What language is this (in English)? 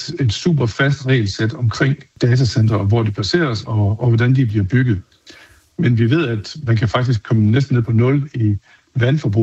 Danish